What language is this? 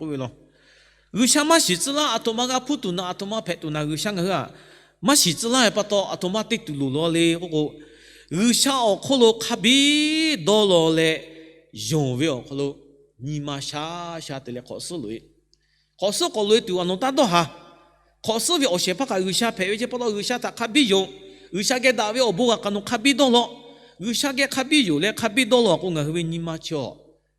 Lahu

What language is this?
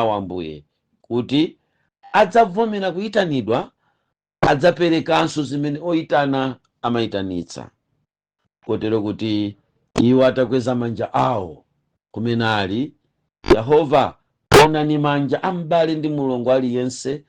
Nyanja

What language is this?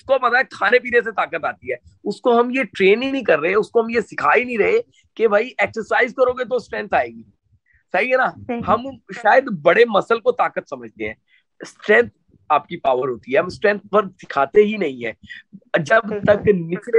Hindi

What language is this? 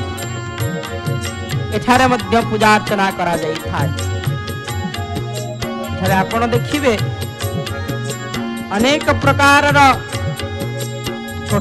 Odia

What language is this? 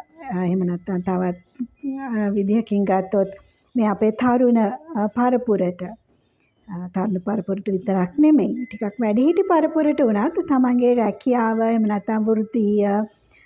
Sinhala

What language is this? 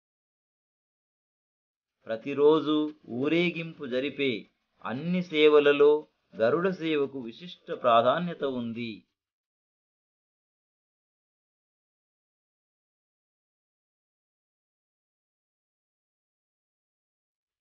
Telugu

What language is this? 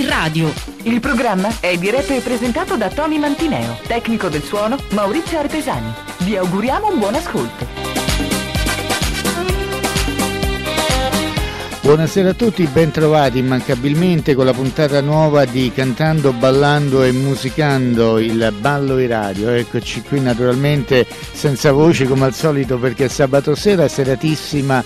Italian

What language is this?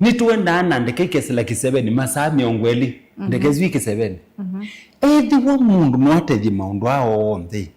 Kamba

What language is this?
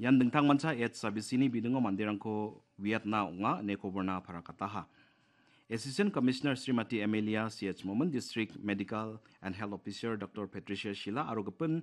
Garo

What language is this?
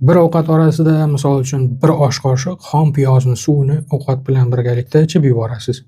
Uzbek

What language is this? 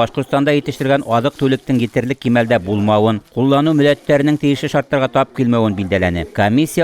Bashkir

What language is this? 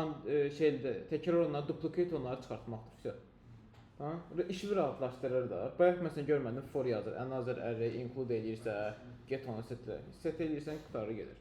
Azerbaijani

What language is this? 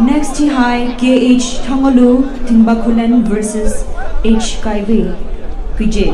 Poumei Naga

